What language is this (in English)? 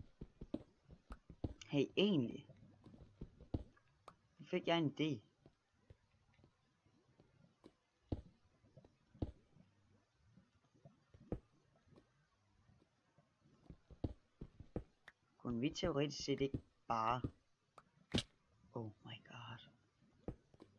Danish